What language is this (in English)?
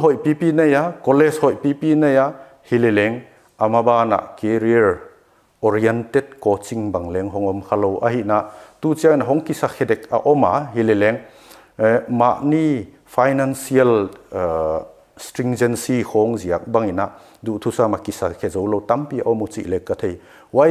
Paite Chin